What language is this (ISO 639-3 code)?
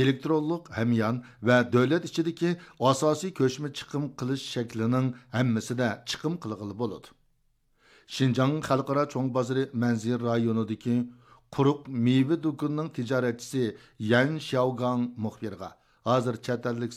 uig